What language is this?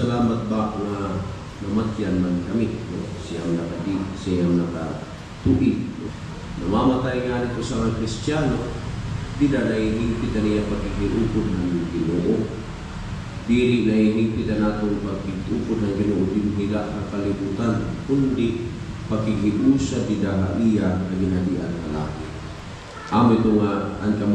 Waray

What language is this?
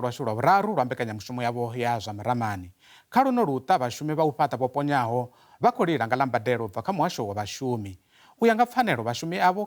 Venda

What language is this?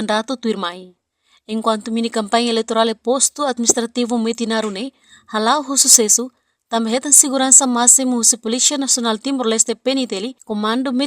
Tetum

